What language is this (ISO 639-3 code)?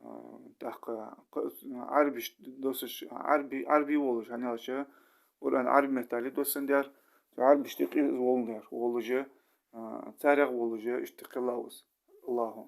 inh